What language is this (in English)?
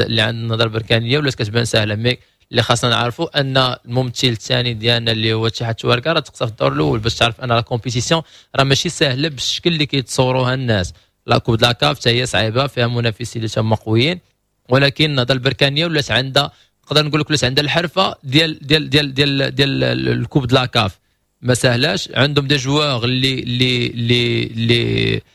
Moroccan Arabic